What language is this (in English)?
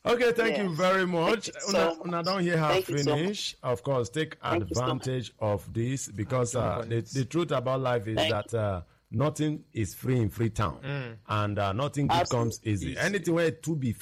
Nigerian Pidgin